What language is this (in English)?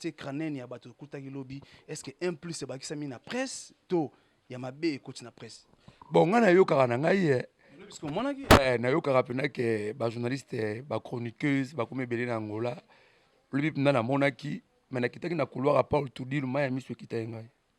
Lingala